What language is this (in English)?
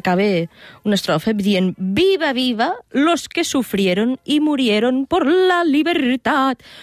Catalan